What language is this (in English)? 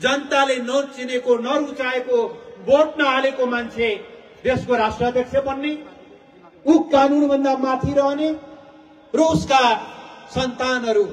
Nepali